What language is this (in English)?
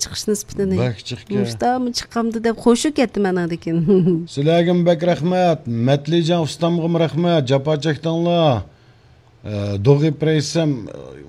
Uyghur